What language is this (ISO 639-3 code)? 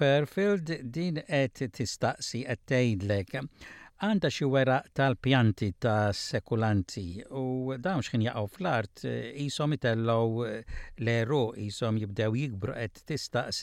mlt